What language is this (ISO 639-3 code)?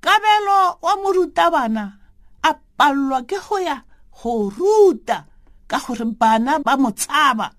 tsn